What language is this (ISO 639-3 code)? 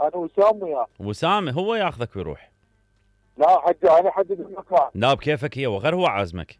acm